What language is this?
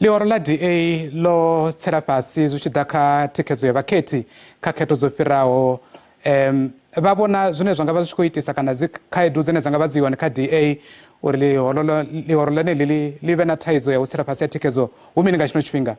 Venda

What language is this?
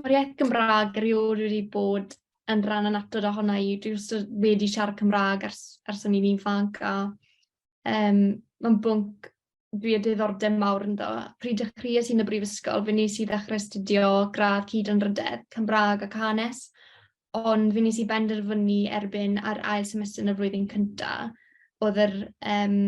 Welsh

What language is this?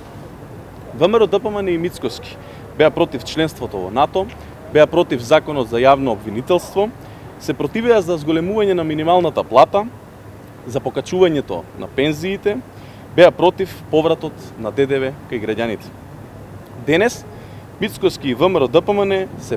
Macedonian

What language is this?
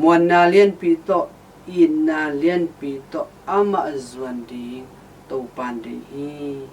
Tedim Chin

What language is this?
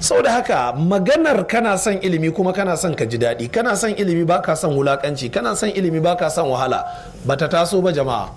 Hausa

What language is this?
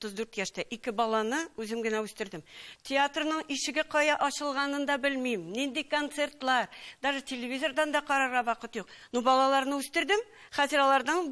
Tatar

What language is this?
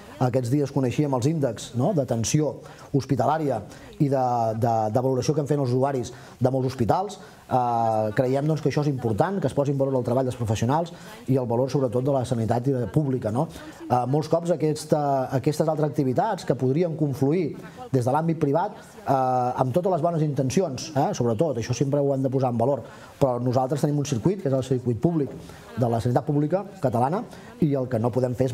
Catalan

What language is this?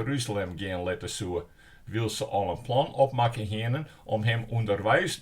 Western Frisian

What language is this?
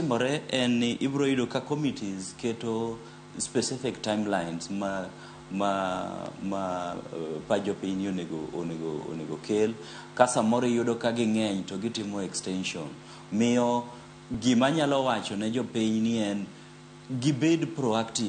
Luo (Kenya and Tanzania)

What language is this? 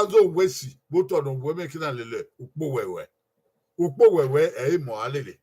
Bini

